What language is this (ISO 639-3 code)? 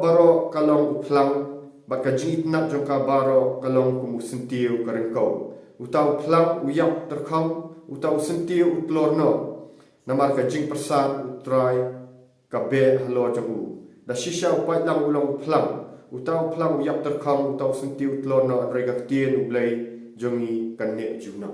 kha